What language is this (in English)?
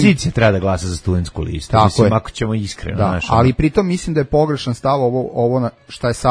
Serbian